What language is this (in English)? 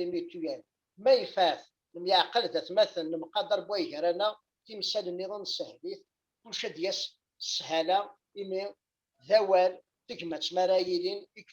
Kabyle